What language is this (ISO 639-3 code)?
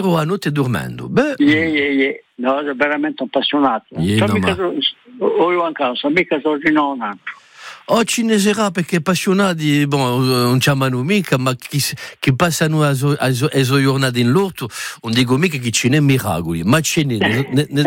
ita